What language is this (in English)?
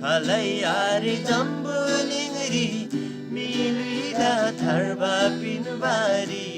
Eastern Tamang